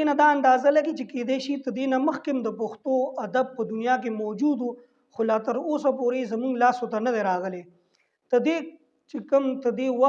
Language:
Pashto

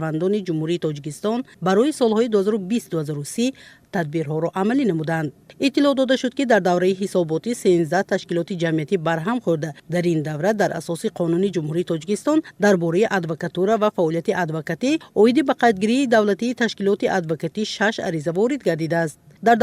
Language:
Tajik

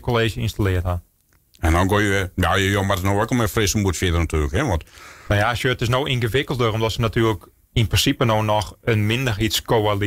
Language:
Western Frisian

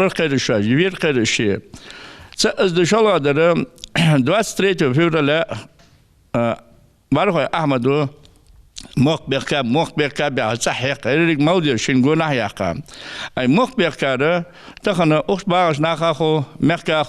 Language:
Ingush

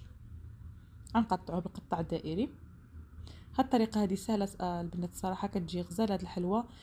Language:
Moroccan Arabic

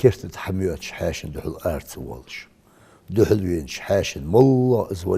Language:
Ingush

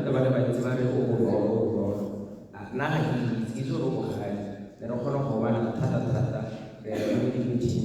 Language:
Tswana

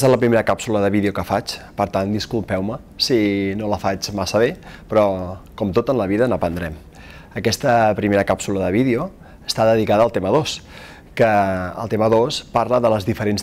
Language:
Catalan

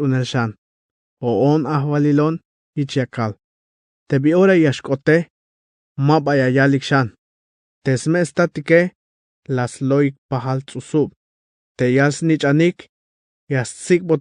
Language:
Tzeltal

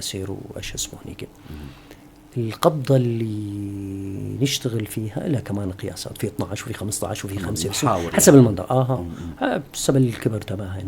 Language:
North Levantine Arabic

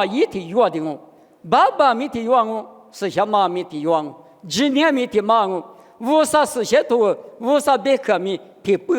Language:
Lisu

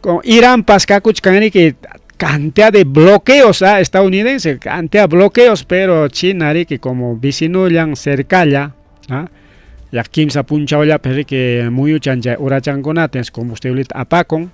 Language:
Ayacucho Quechua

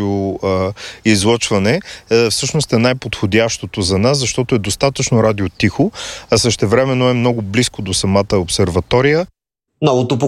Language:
Bulgarian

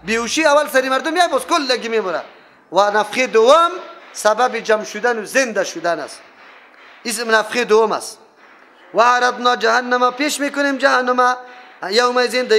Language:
Persian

